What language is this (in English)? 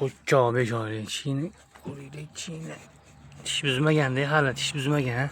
Uzbek